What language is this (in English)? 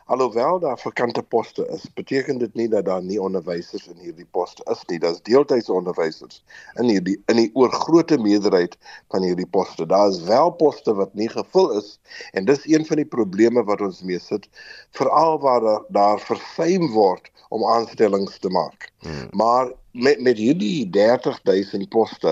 Afrikaans